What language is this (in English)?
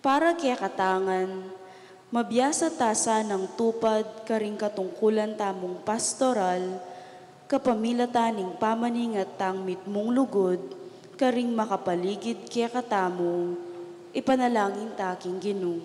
Pampanga